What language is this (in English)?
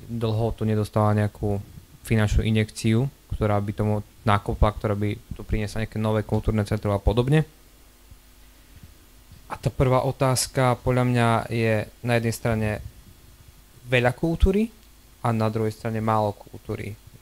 Slovak